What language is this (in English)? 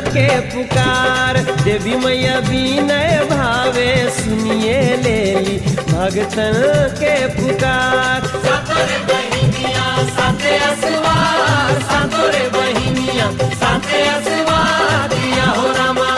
Bhojpuri